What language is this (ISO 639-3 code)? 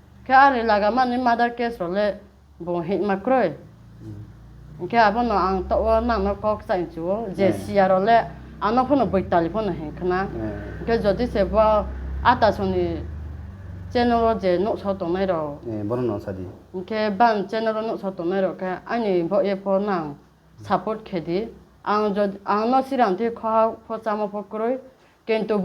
ria